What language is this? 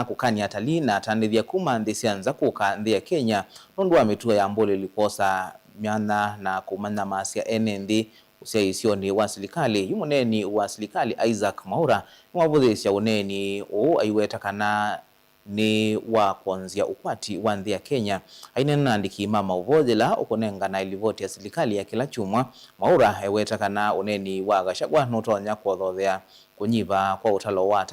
Kamba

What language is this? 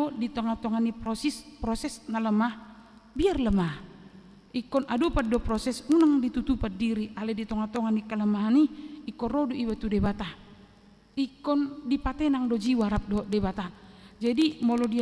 Batak Toba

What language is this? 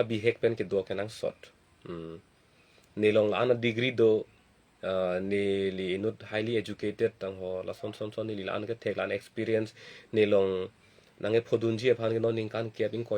Karbi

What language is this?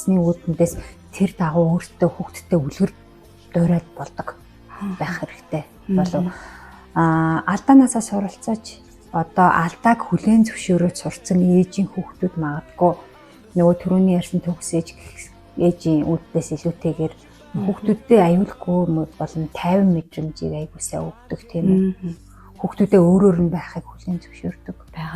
Mongolian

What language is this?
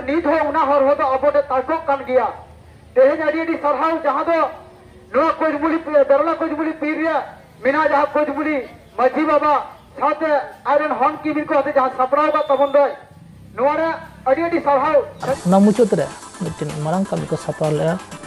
Santali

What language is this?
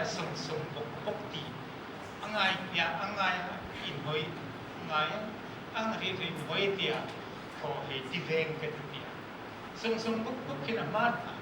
Hmar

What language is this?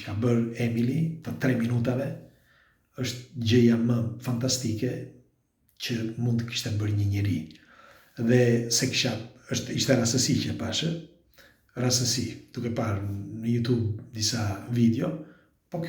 Albanian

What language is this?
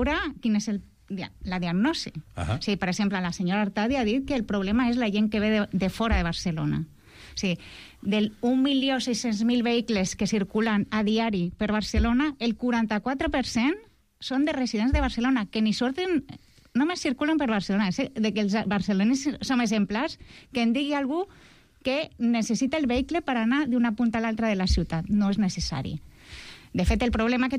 Catalan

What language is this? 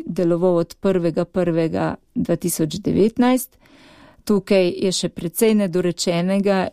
Slovenian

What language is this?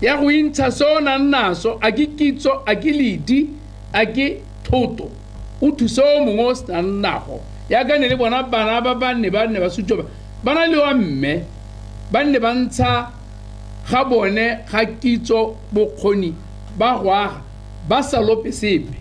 Tswana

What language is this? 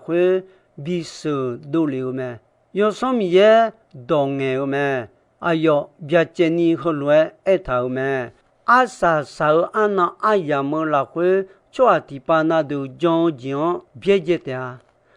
Akha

